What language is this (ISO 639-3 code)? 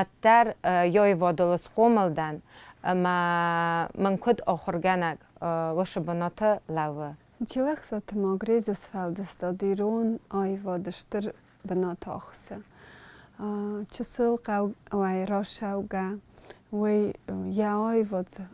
oss